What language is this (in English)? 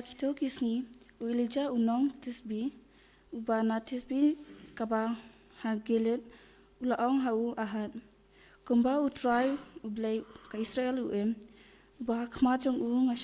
Khasi